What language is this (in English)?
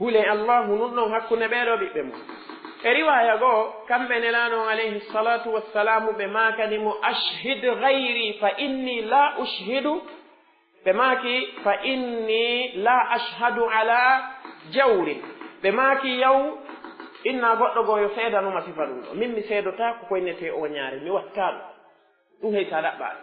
Pular